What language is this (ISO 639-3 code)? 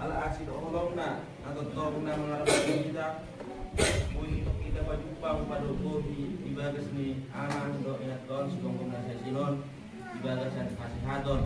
bbc